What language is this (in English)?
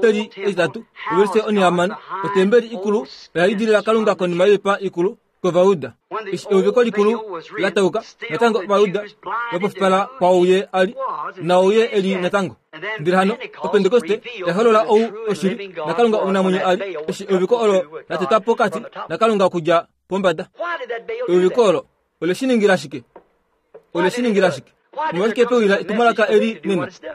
Kuanyama